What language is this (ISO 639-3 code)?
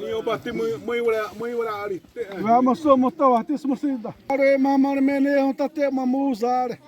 xav